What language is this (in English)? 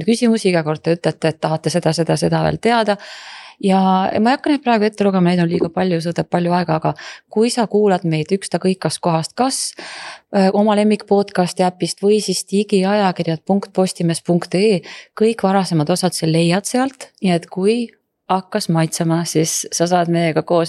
Estonian